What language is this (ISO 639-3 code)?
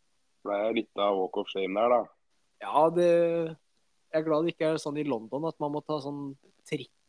nor